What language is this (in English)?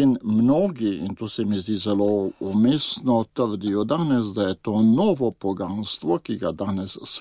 Slovenian